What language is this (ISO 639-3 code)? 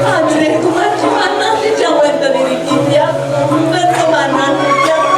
ban